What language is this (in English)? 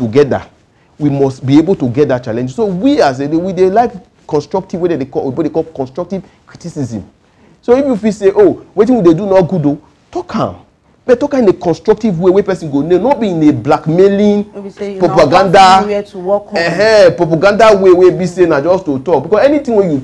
Nigerian Pidgin